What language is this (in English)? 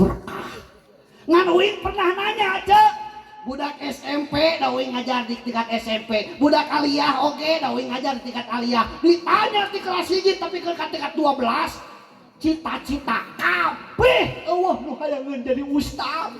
Sundanese